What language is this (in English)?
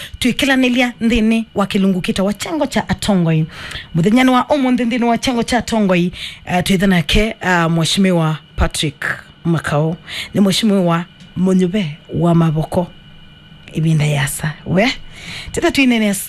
Kamba